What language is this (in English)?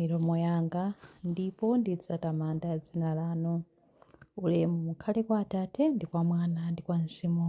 Nyanja